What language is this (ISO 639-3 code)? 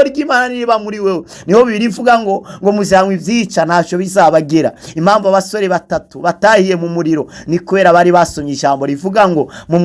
run